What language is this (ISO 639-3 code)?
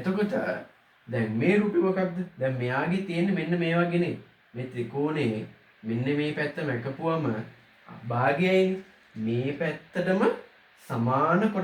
sin